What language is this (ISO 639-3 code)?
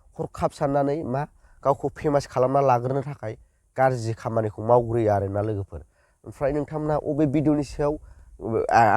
brx